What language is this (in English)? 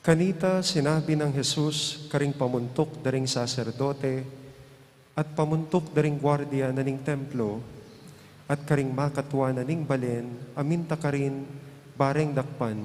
Pampanga